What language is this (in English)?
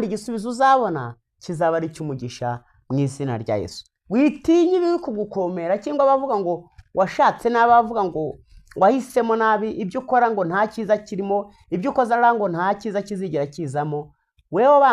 Kinyarwanda